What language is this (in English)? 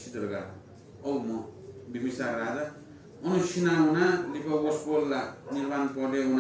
Newari